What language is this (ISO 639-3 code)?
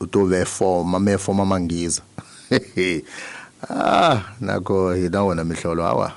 tso